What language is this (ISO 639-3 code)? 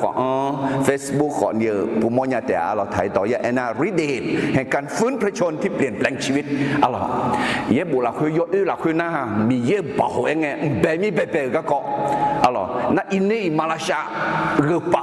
ahk